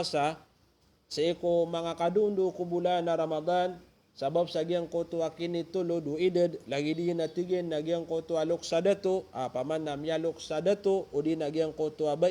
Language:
Maranao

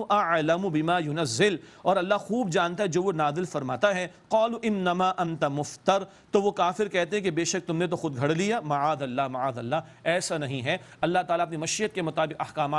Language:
Urdu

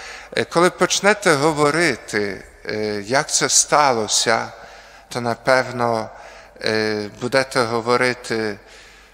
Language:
Ukrainian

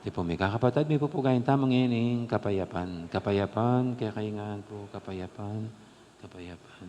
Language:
Pampanga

